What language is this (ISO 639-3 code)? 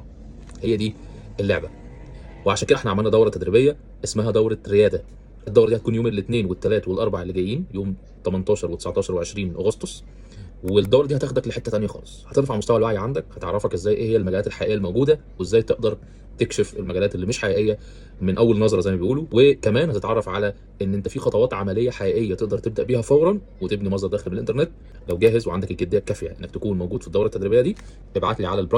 arz